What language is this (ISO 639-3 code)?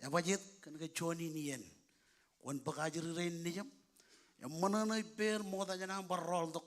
mah